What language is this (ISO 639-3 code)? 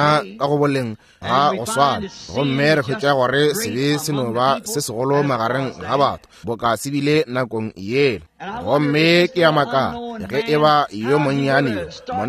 nso